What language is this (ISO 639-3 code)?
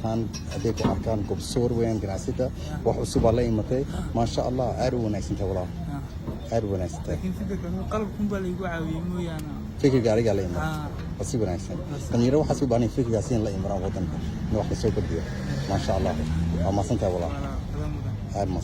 som